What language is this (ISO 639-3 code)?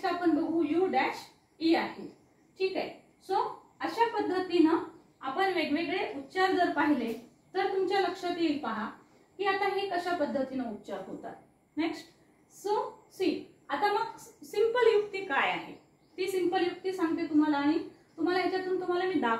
mar